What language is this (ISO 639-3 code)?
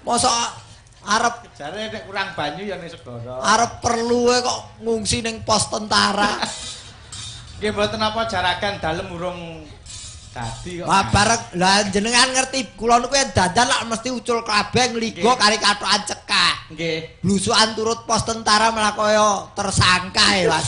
jav